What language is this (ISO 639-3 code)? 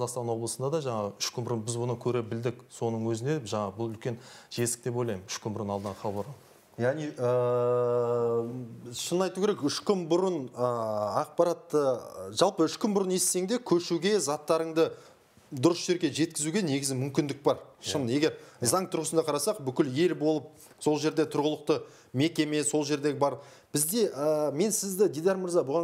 kaz